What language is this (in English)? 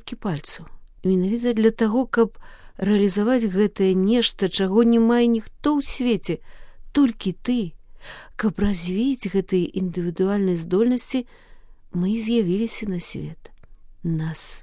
Belarusian